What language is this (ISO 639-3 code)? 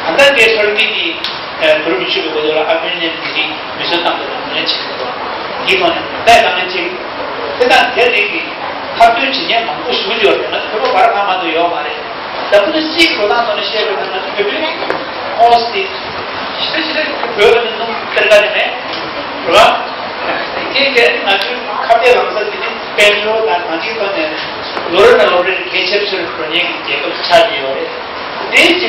bod